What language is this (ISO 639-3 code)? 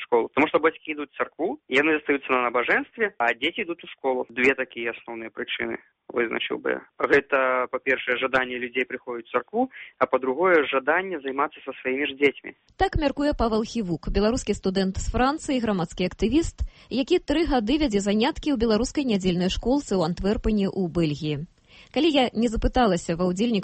bel